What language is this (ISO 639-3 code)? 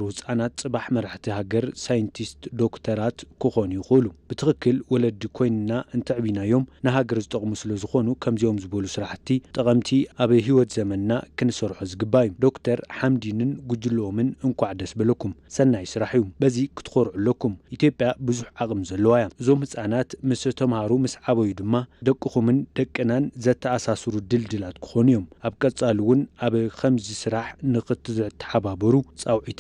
tir